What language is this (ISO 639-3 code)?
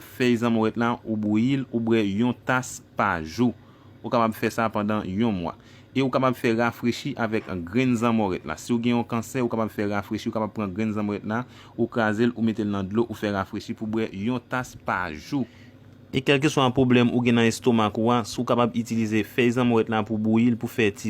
hat